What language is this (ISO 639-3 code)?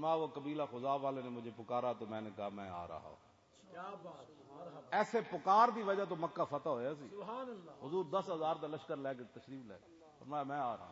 lah